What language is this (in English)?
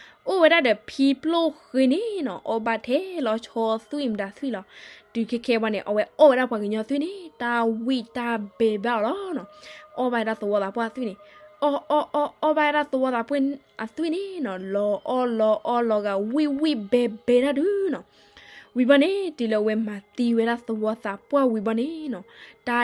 S'gaw Karen